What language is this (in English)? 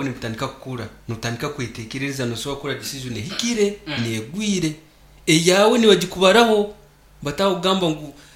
Nyankole